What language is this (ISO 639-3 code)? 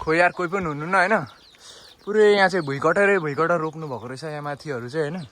nep